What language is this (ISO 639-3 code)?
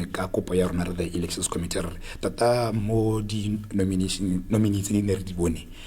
tsn